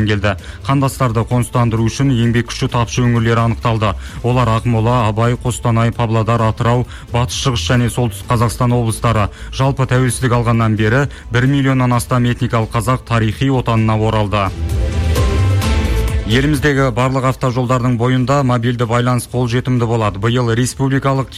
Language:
Kazakh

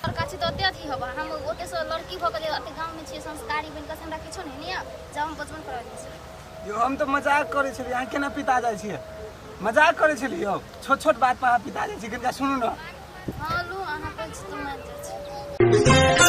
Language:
Maithili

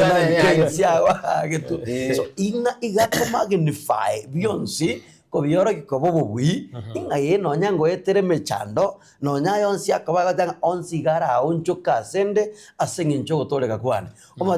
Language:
Gusii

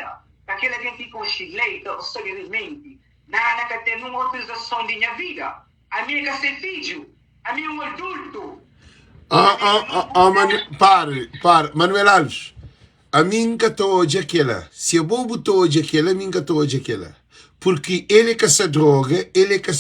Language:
Kabuverdianu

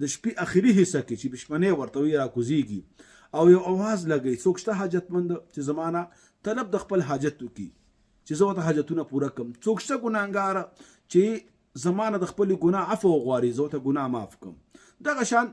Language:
Pashto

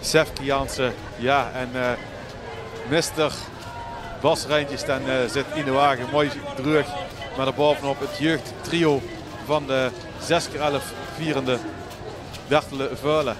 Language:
Limburgish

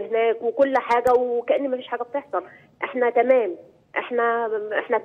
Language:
Egyptian Arabic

